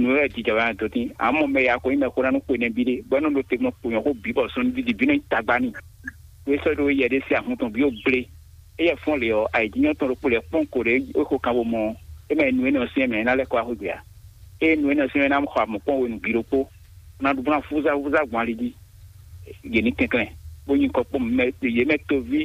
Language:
Fon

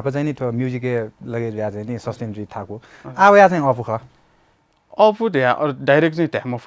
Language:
Newari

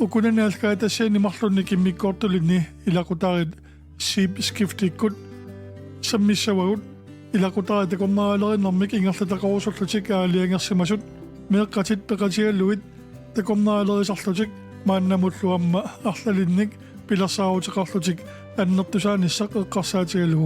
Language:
Kalaallisut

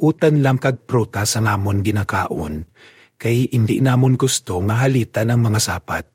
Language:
Hiligaynon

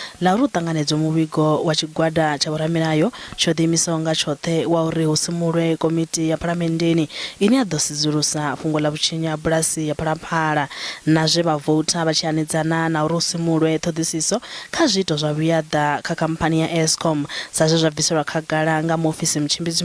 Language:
Venda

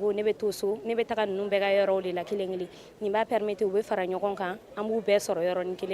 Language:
Bambara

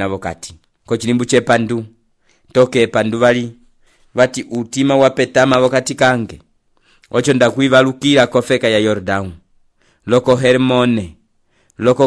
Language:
Umbundu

